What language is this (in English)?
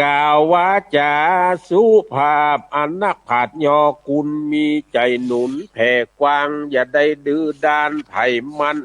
Northern Thai